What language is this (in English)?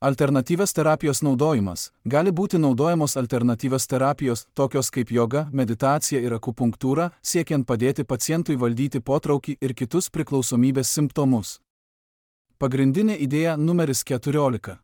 Lithuanian